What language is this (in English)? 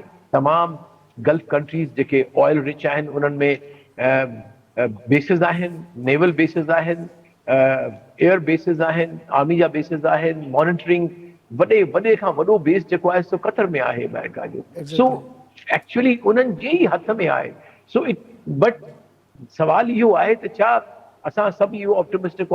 Sindhi